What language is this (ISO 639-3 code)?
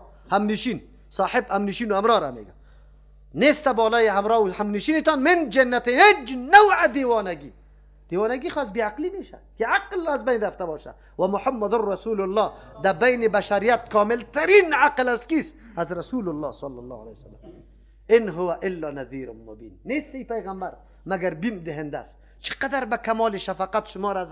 fas